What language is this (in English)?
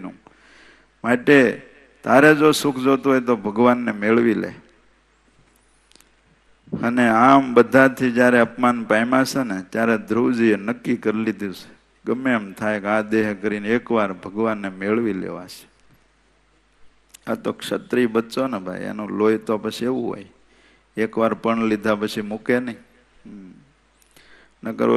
Gujarati